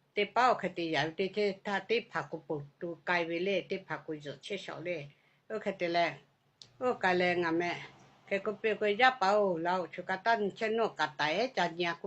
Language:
Lahu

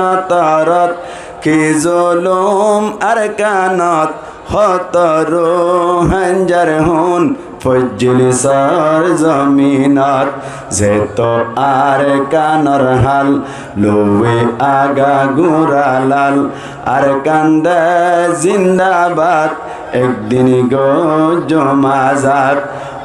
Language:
Rohingya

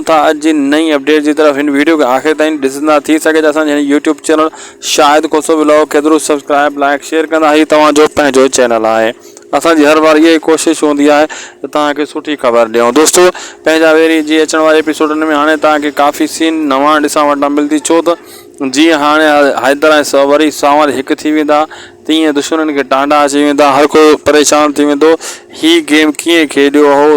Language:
Sindhi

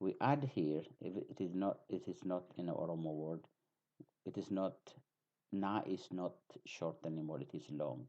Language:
English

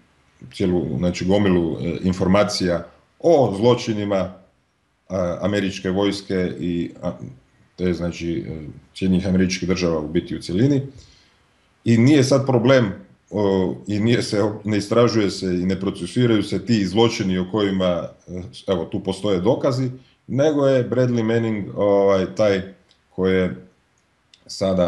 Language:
Croatian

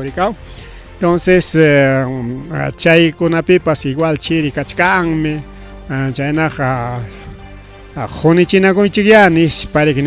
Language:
Ayacucho Quechua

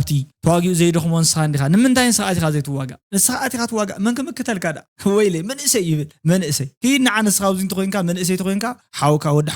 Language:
Tigrinya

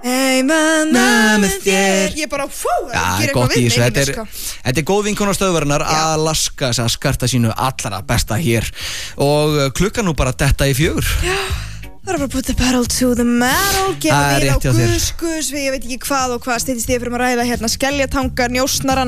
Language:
Icelandic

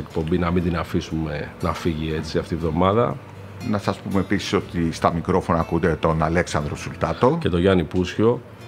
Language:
Greek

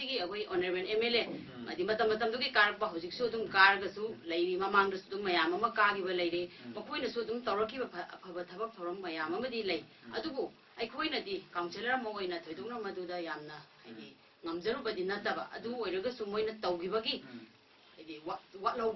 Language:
Manipuri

